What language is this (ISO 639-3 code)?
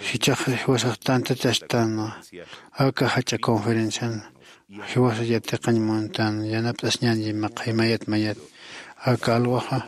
aym